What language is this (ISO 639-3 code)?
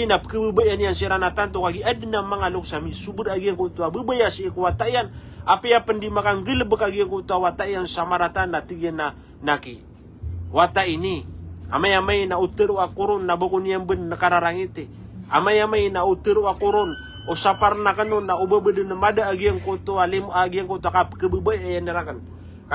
mrw